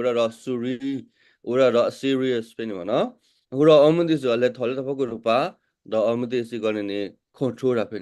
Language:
S'gaw Karen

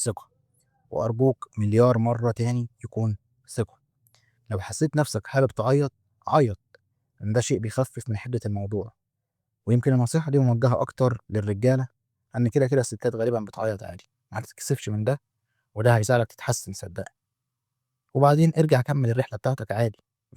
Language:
Egyptian Arabic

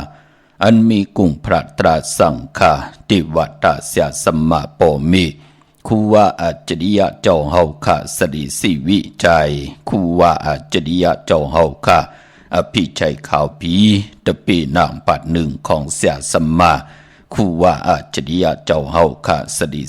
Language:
Shan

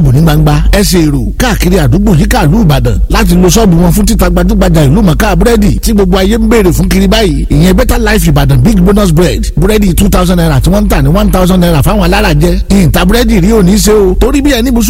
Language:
Yoruba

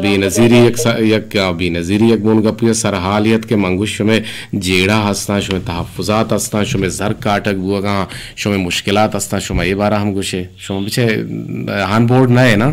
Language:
Eastern Balochi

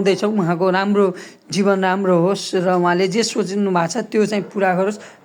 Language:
Nepali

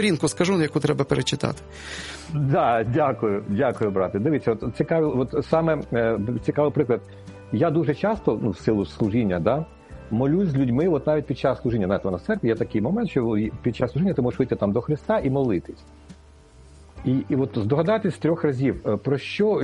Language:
Ukrainian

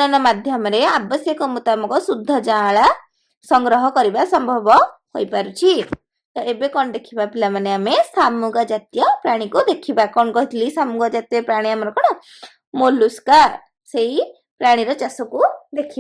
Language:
Odia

